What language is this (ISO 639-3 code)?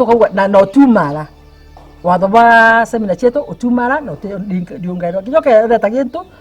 mer